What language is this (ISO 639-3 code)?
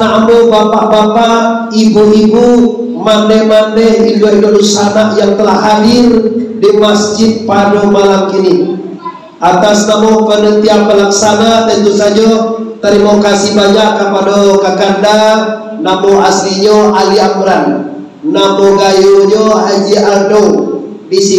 min